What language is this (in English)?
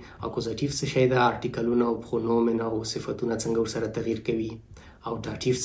Pashto